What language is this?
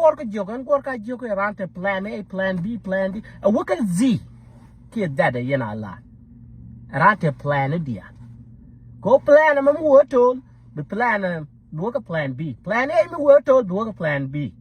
Nuer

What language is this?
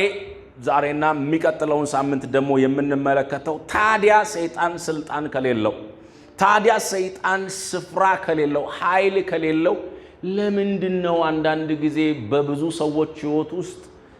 Amharic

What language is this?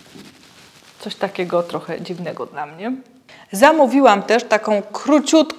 Polish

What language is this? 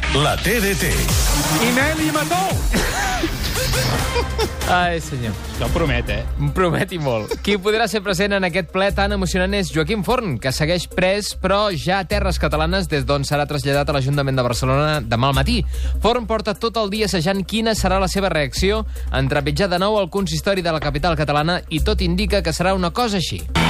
Catalan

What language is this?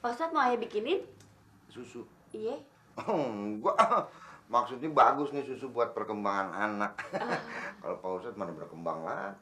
Betawi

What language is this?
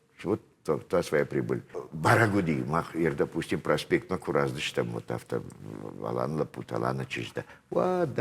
Ossetic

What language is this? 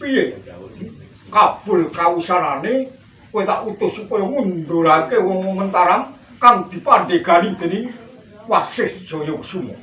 Javanese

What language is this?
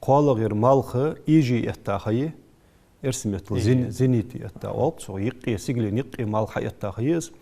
Ingush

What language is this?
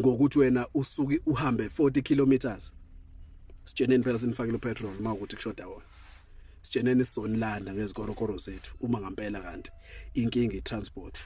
Zulu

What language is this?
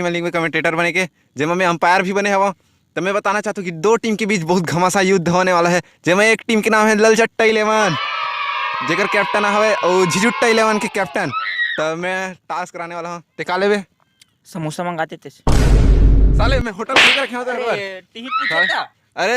Chhattisgarhi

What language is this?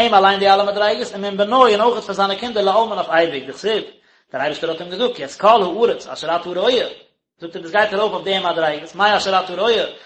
Yiddish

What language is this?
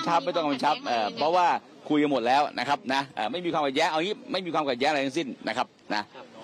Thai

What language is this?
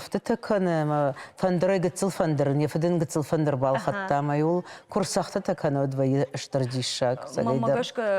Ossetic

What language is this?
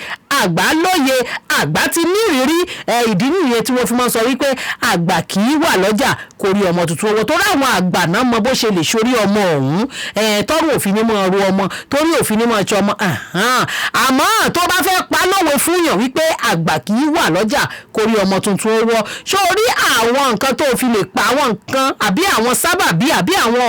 Yoruba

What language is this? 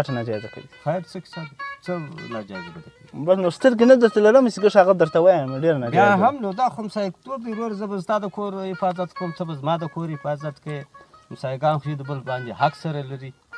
Pashto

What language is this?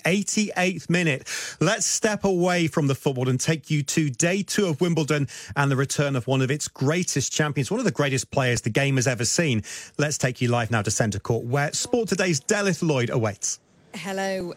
English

